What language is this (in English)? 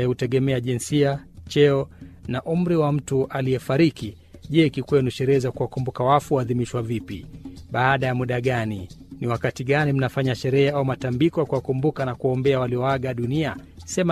Swahili